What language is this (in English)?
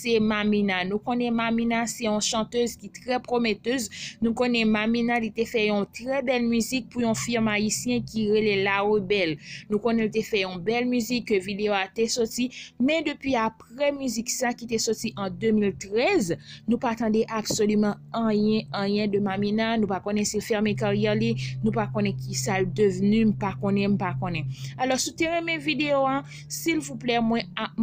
Haitian Creole